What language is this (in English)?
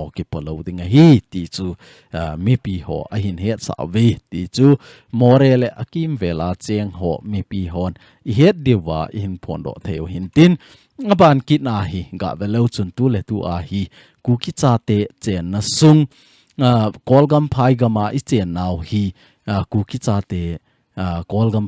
Thado Chin